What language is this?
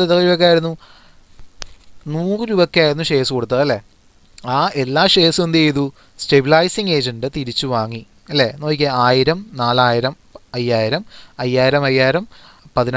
Malayalam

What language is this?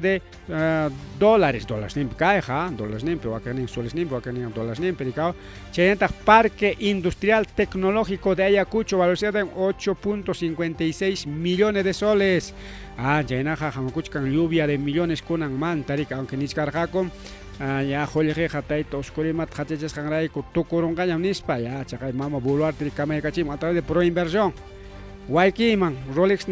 Ayacucho Quechua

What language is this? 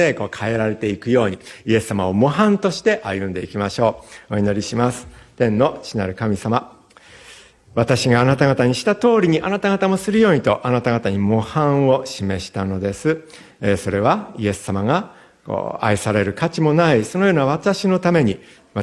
Japanese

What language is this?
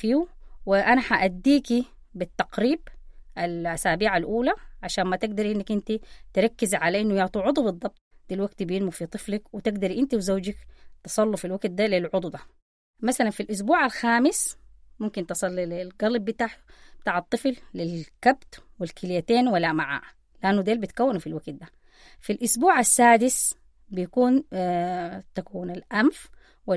Sudanese Arabic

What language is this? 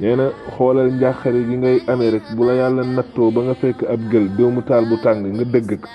Wolof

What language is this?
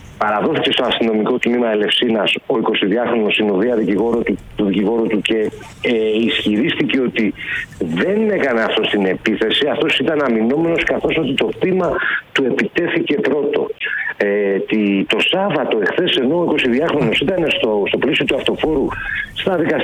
Greek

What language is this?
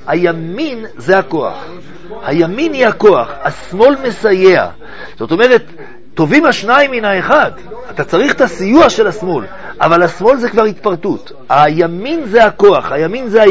Hebrew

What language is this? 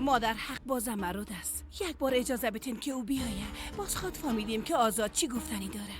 Persian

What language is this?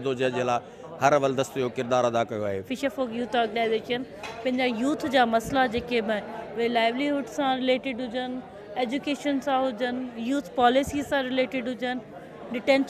Sindhi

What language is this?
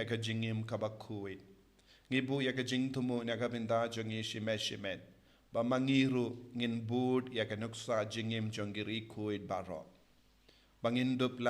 Khasi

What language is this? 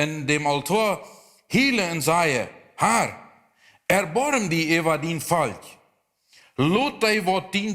Plautdietsch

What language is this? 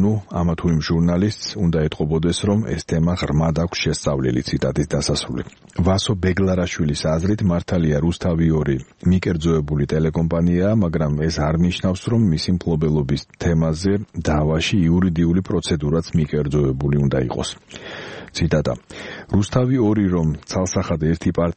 Georgian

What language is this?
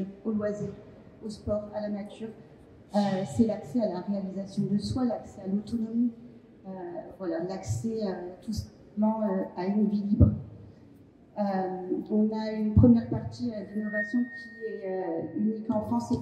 French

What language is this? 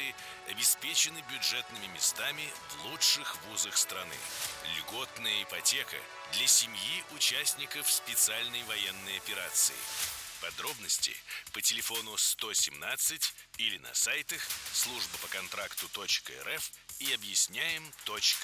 Russian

